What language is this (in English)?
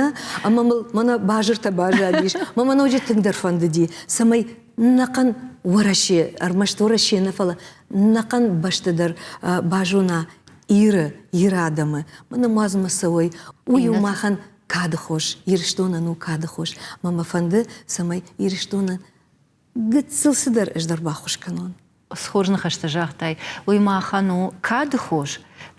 Ossetic